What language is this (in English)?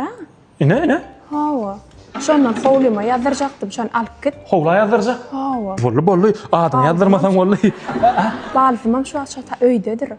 Turkmen